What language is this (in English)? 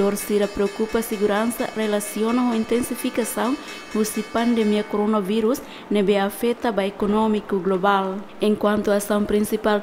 Tetum